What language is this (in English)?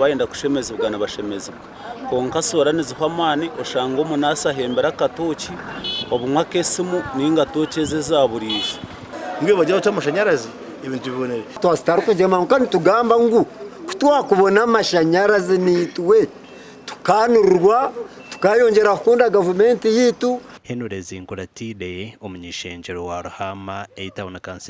Nyankole